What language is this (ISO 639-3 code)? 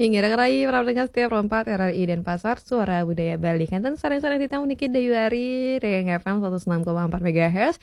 ban